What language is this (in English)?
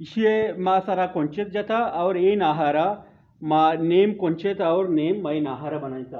Eastern Balochi